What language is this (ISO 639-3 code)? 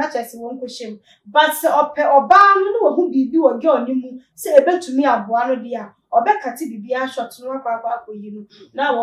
aka